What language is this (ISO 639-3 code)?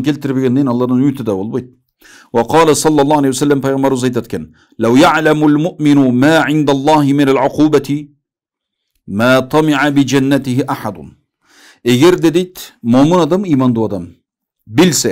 kir